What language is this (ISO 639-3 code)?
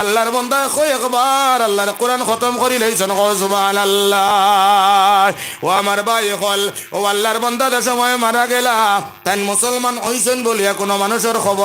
syl